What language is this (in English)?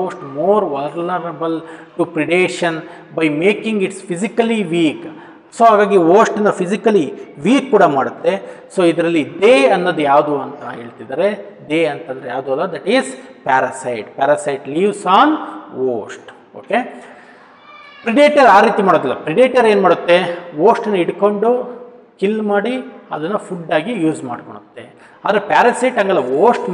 Kannada